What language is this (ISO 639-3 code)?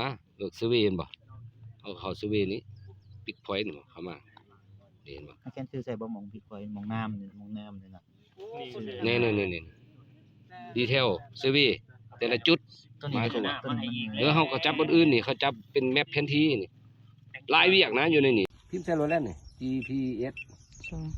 lao